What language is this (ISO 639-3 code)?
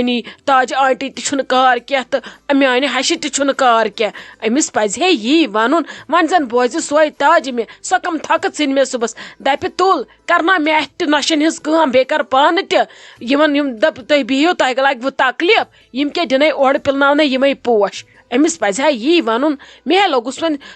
kas